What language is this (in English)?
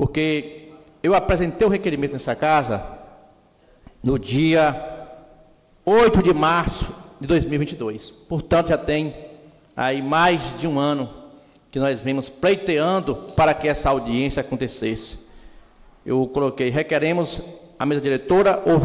Portuguese